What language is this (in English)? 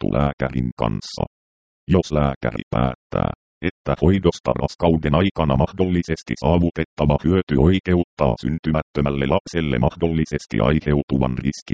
Finnish